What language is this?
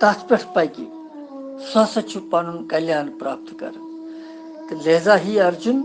Kashmiri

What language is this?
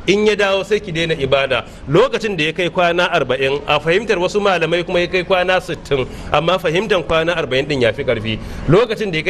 Hausa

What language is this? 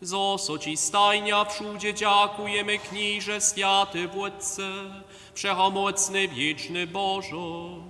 Upper Sorbian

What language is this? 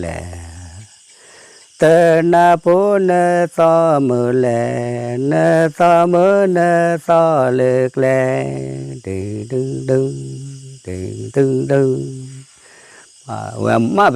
S'gaw Karen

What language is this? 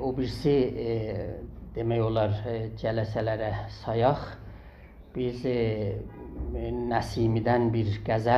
South Azerbaijani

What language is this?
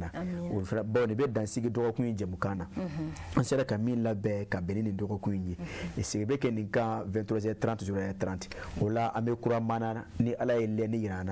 Bambara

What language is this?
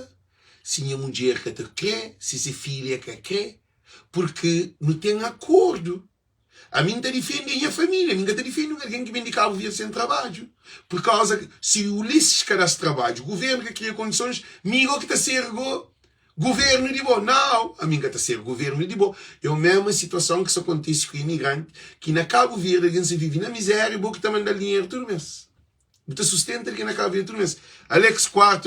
Kabuverdianu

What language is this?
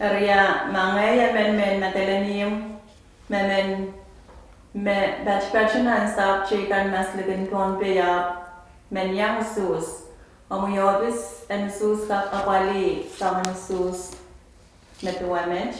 Pohnpeian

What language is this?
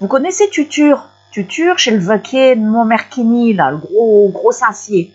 Picard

